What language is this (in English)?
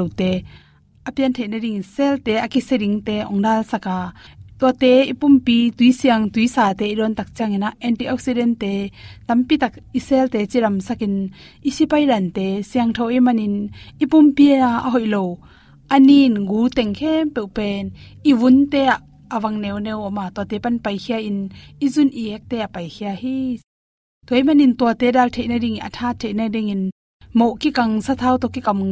Tedim Chin